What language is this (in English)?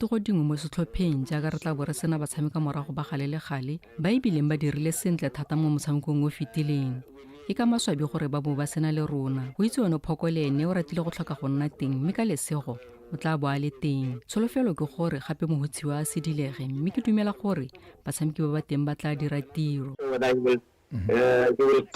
Tswana